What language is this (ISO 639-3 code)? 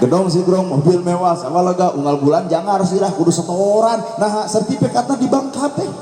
sun